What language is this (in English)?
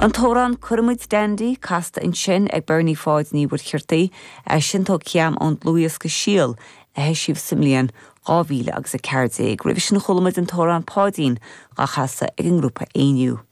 Irish